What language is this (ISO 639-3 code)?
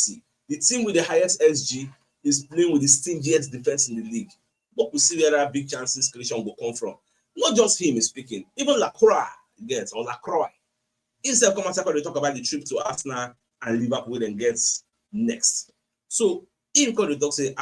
pcm